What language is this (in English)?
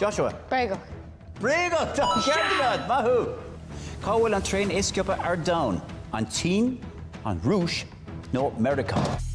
Irish